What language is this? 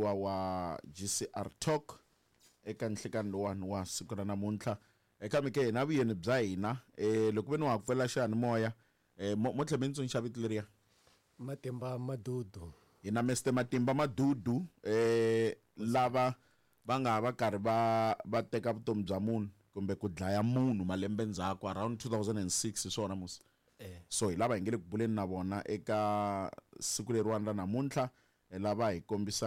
Tsonga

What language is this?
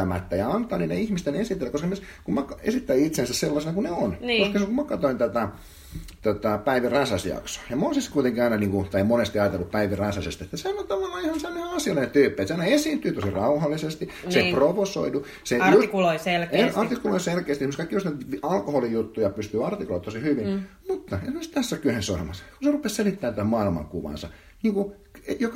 Finnish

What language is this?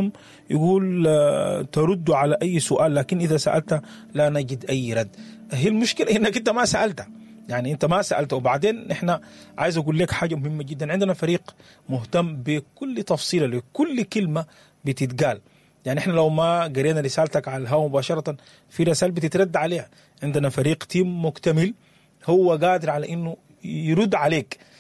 Sudanese Arabic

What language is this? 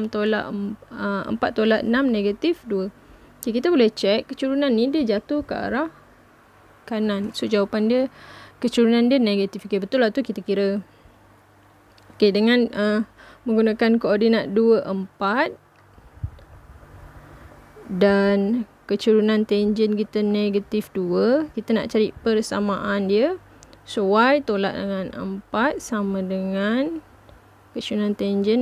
Malay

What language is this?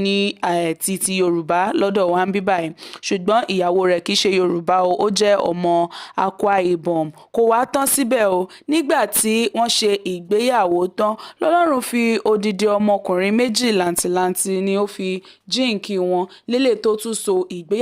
Yoruba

